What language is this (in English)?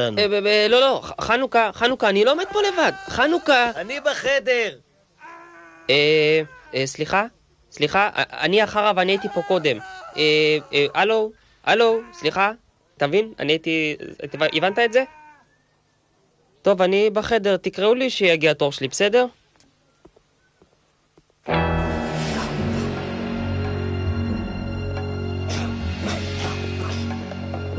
Hebrew